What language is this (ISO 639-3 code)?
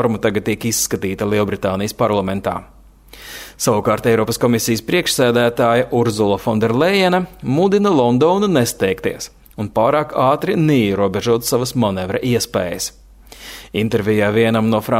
lav